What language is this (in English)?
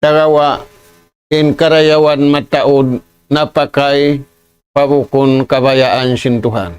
Tausug